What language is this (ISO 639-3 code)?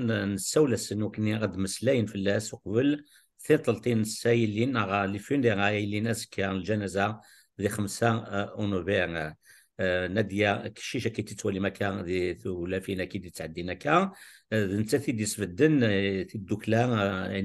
kab